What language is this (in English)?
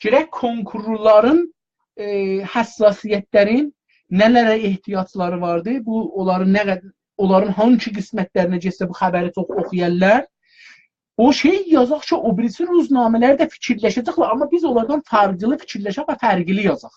South Azerbaijani